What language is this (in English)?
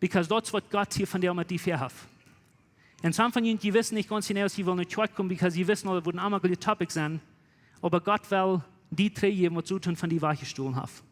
Plautdietsch